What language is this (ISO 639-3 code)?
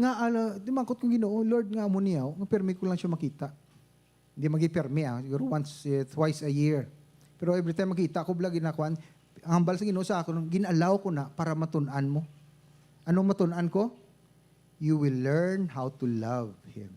hil